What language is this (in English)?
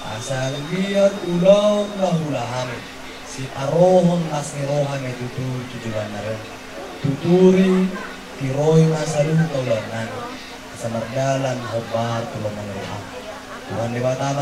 Batak Toba